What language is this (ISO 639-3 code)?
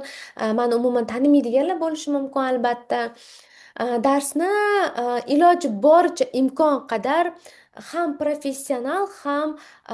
uzb